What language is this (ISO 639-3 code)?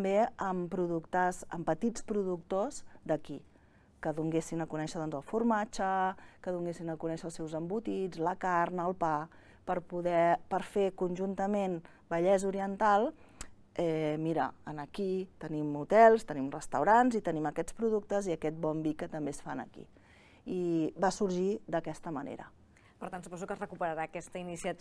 cat